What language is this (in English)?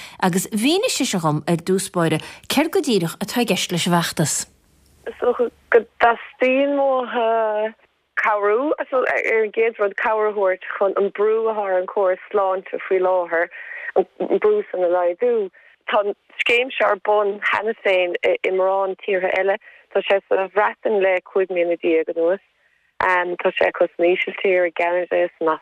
Irish